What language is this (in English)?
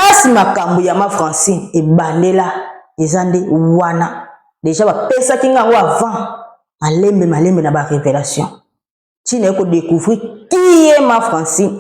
Lingala